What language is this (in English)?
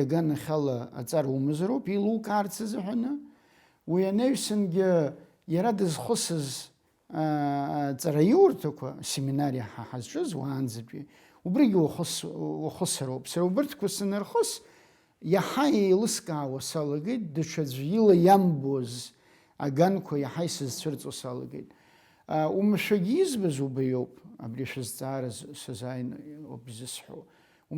Abkhazian